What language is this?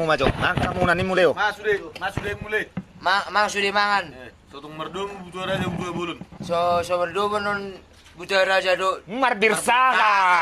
Batak Toba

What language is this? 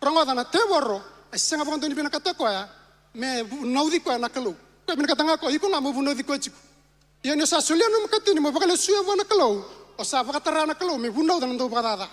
Fijian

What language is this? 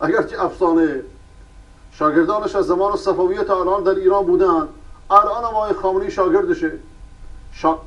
Persian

